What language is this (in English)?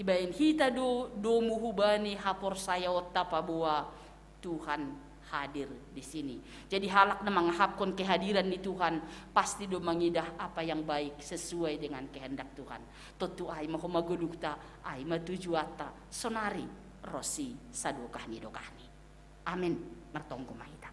Batak Simalungun